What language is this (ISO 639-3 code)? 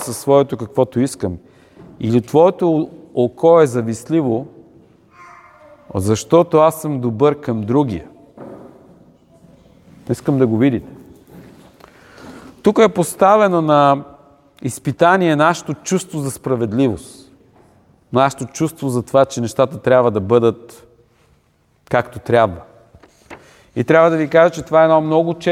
bul